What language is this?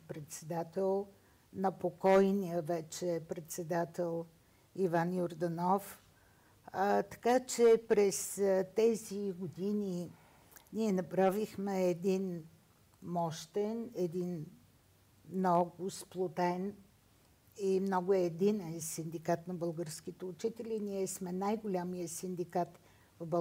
Bulgarian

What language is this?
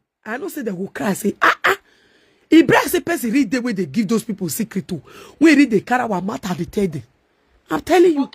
Nigerian Pidgin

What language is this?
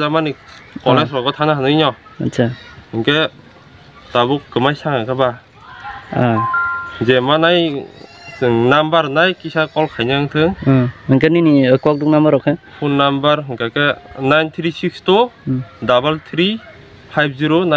Kok Borok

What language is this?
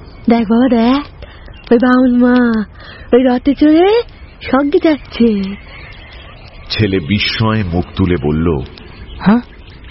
Bangla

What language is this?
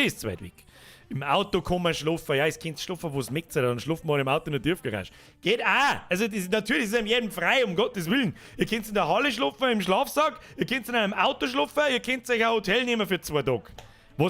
Bavarian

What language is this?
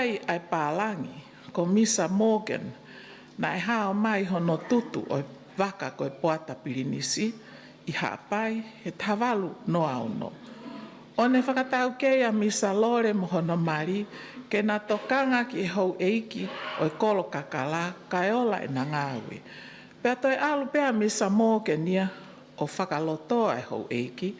Tongan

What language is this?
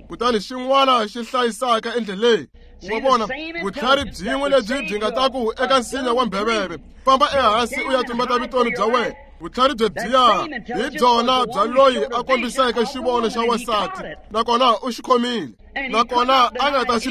Tsonga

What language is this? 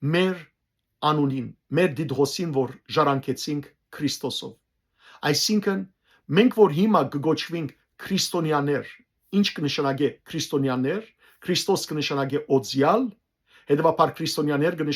Western Armenian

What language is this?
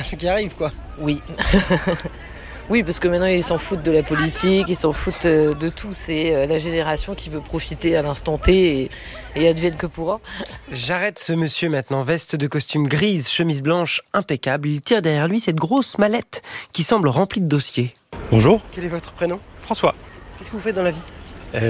French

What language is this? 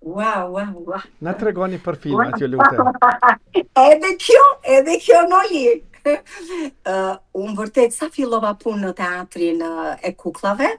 Albanian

